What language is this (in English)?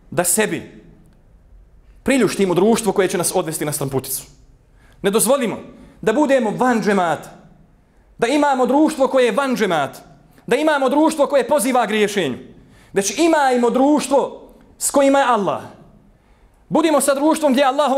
Bosnian